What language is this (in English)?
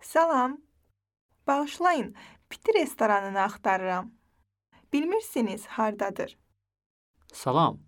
Azerbaijani